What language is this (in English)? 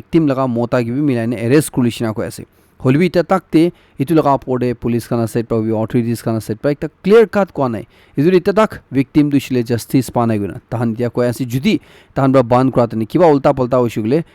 Naga Pidgin